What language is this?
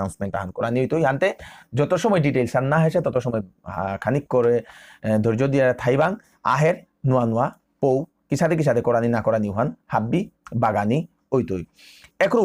Bishnupriya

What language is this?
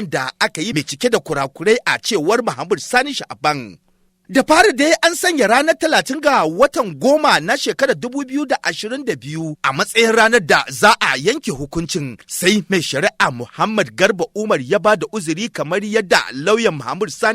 Hausa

